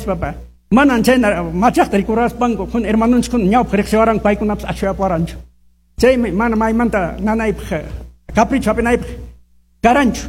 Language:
Quechua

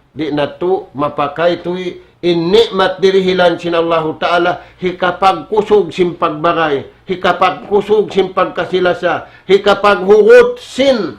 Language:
Tausug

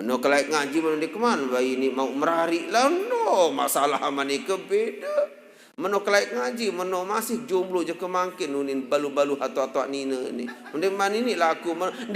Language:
Sasak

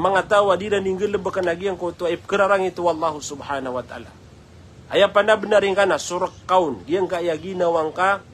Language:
Maranao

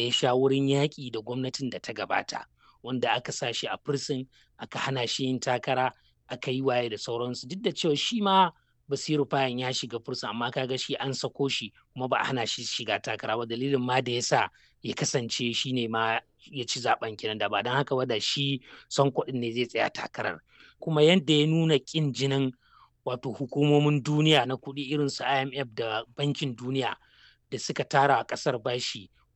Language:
Hausa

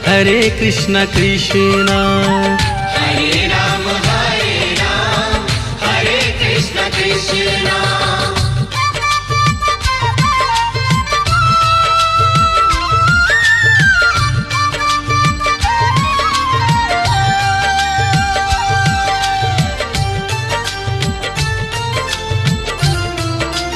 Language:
Bhojpuri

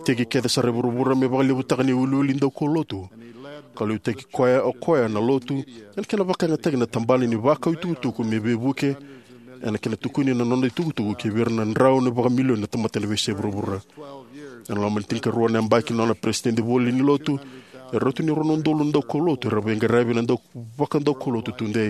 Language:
Fijian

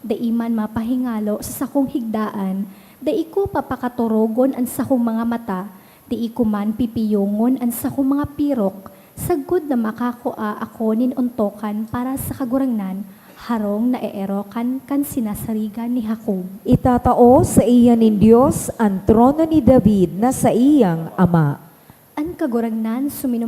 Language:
Bikol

